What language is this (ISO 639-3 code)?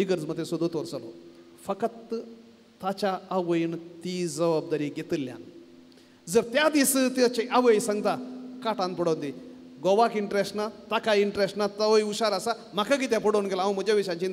kok